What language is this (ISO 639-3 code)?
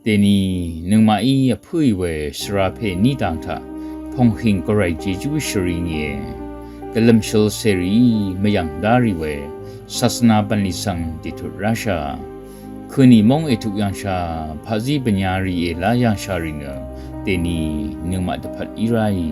raw